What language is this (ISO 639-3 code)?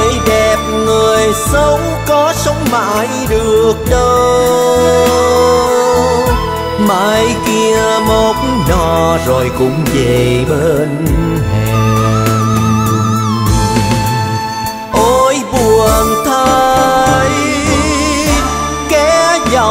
vie